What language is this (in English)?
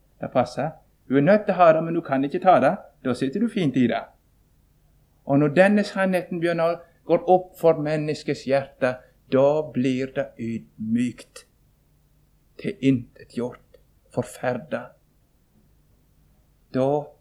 Norwegian